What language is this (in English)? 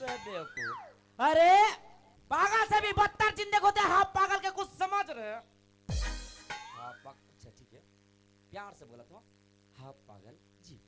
Chhattisgarhi